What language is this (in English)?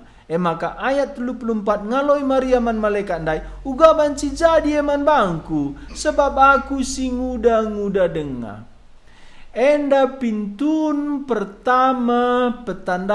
Batak Karo